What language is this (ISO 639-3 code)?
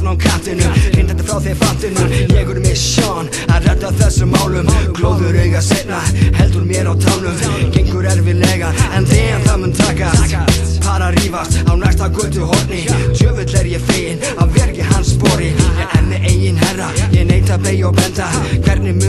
isl